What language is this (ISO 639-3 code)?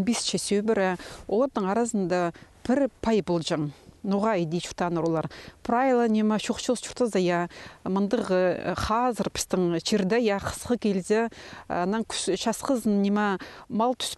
kjh